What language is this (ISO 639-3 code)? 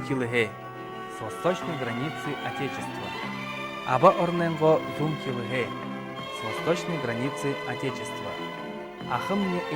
bua